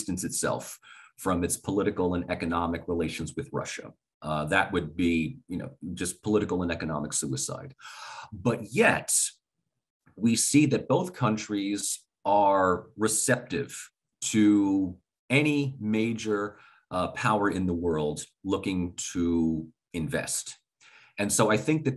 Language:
English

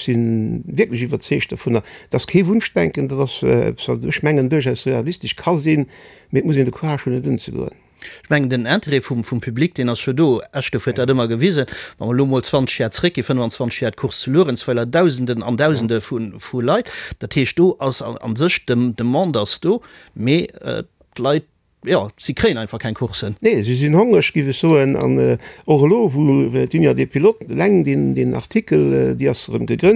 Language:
Luxembourgish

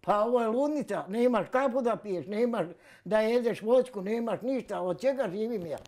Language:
Bosnian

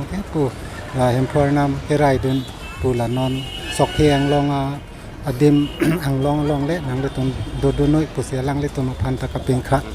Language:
Karbi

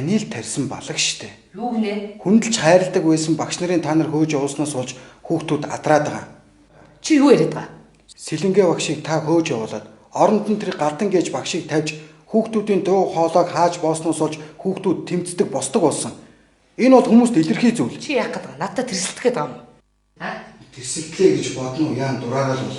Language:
Mongolian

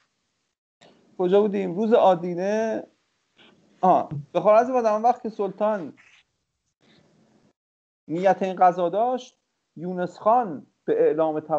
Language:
Persian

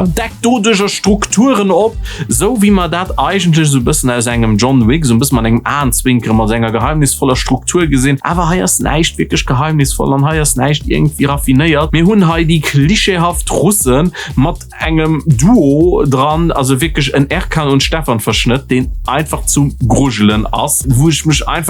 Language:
Luxembourgish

